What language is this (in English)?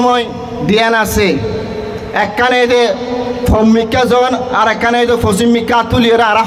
Rohingya